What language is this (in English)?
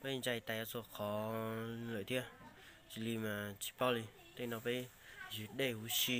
Hmong